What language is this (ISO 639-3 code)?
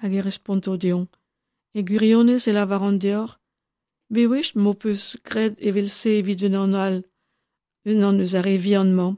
bre